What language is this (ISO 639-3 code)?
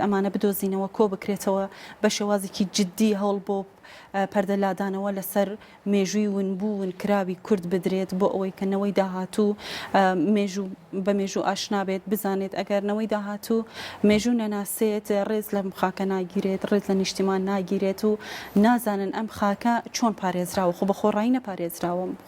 ckb